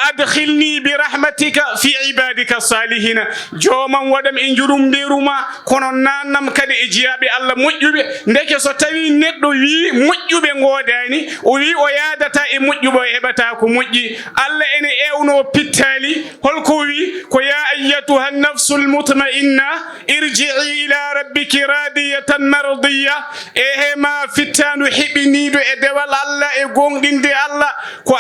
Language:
Fula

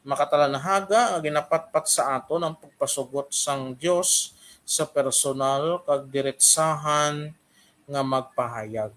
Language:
Hiligaynon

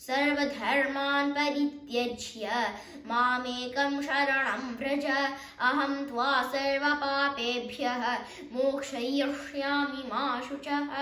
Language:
Sanskrit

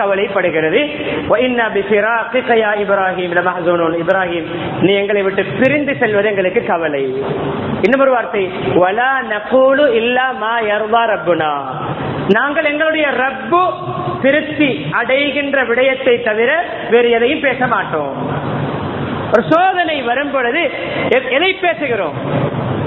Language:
Tamil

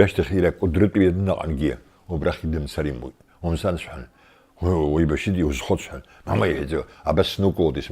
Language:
Abkhazian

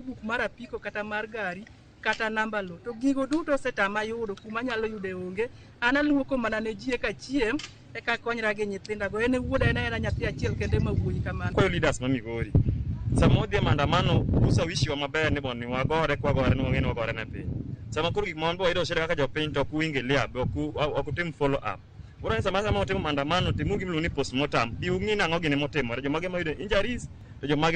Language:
Luo (Kenya and Tanzania)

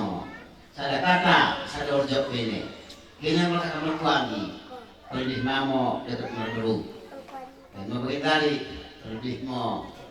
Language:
Batak Karo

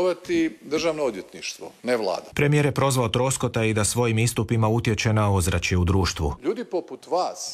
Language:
Croatian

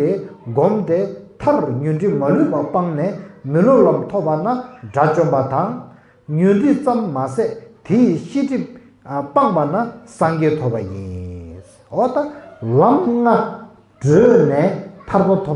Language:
Tibetan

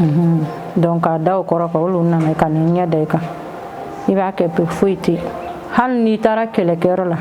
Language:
Bambara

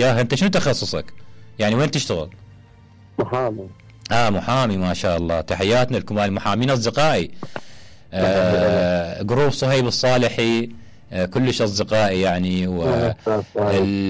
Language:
Mesopotamian Arabic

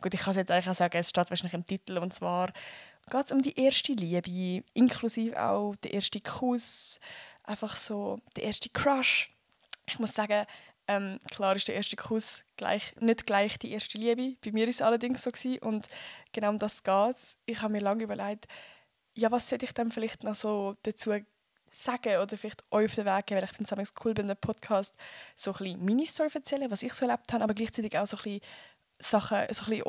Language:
Swiss German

